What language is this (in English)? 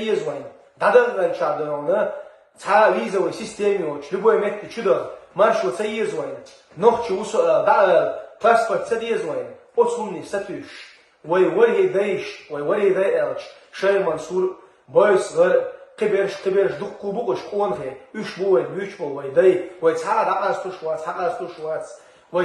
Chechen